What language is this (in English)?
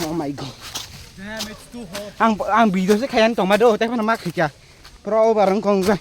Kok Borok